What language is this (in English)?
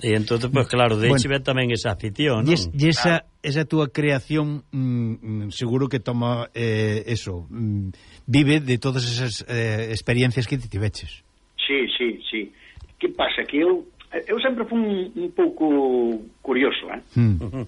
Galician